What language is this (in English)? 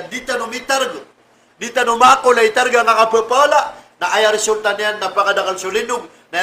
Maranao